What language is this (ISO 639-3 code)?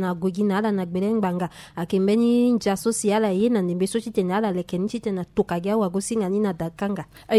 sag